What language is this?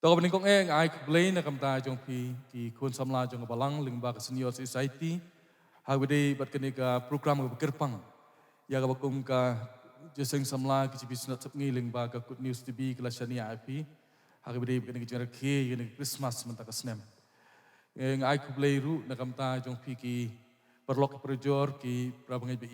Khasi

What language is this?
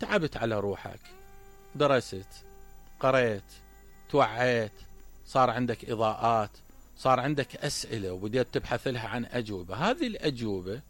Mesopotamian Arabic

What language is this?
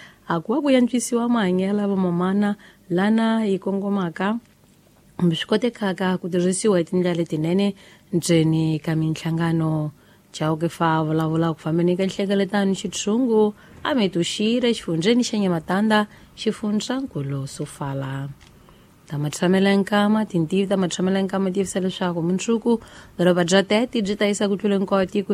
Tsonga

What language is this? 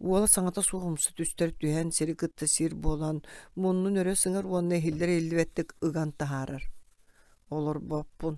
Yakut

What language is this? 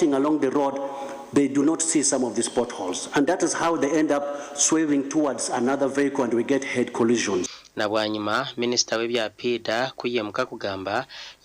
Nyankole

